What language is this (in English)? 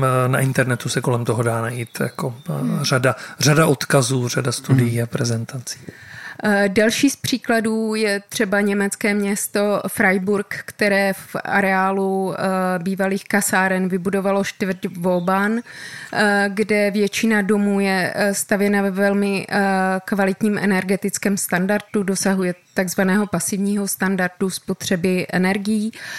Czech